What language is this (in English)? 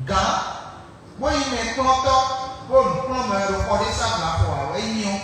Fon